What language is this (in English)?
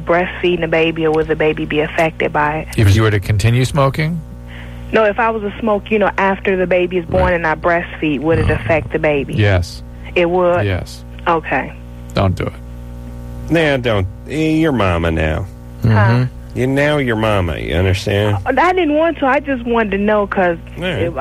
English